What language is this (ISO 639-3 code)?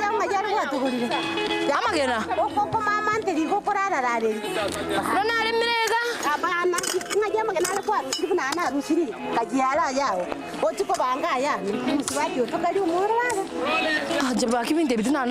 guz